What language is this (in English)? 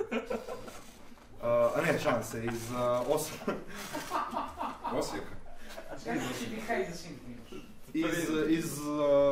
Serbian